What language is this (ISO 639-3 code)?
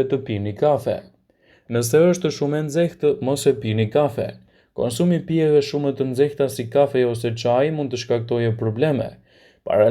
sqi